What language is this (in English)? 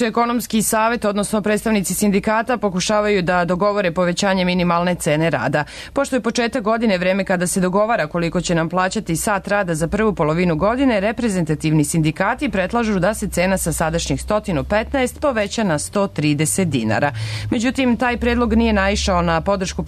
Serbian